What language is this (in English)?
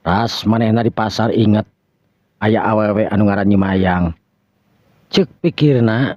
Sundanese